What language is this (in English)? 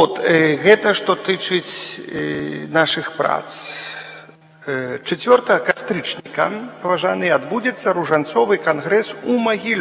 Belarusian